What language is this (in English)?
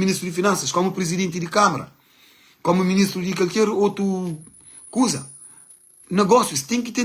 Kabuverdianu